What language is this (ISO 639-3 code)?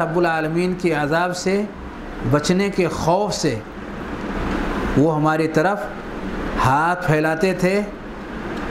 urd